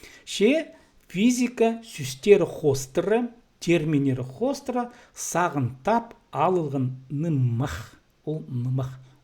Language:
Khakas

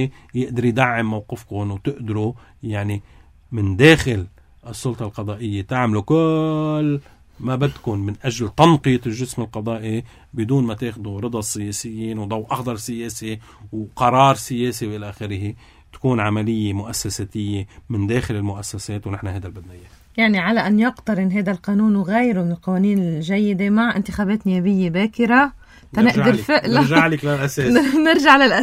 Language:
North Levantine Arabic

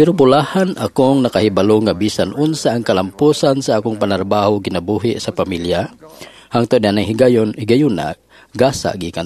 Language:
Cebuano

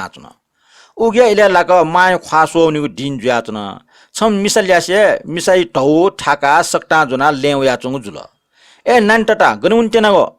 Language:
Newari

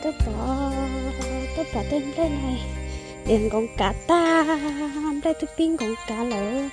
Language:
Hmong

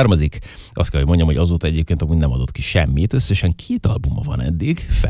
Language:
Hungarian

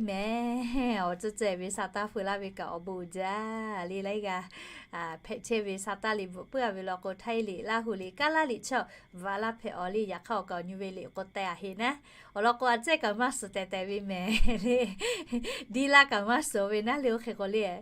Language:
Lahu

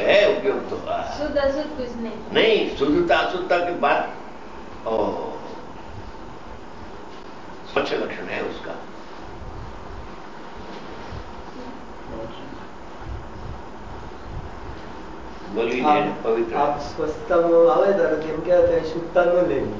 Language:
Gujarati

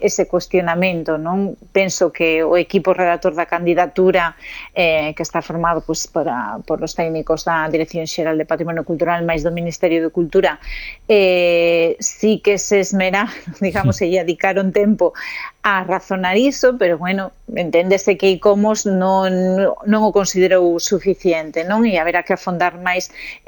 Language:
Galician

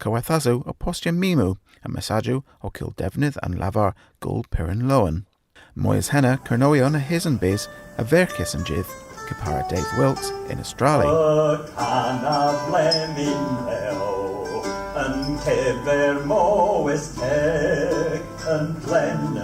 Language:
Cornish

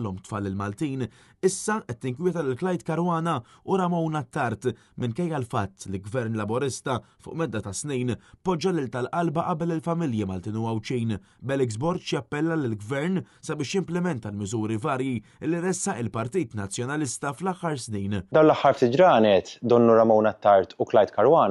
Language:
Maltese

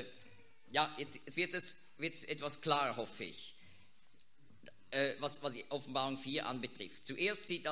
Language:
German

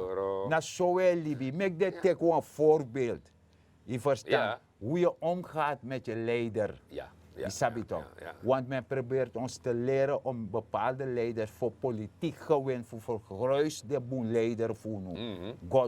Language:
Sranan Tongo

